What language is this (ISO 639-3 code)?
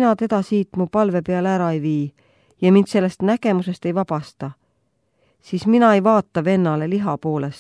est